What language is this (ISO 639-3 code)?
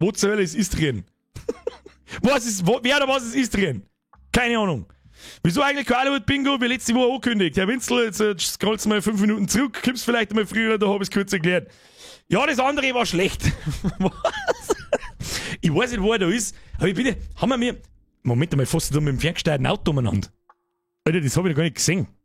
bar